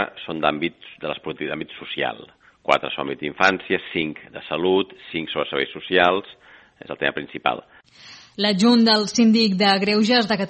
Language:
Catalan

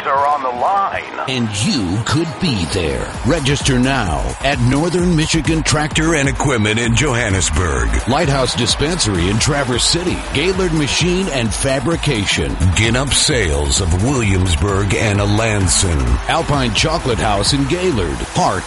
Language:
English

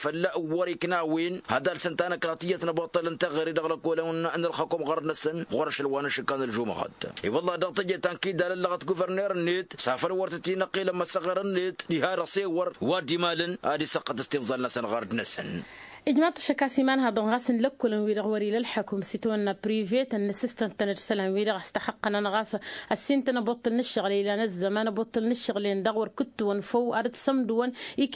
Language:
Tamasheq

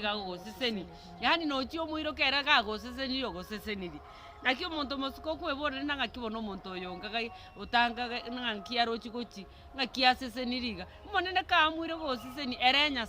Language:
Gusii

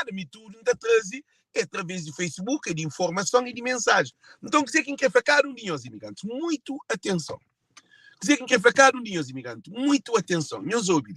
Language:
Kabuverdianu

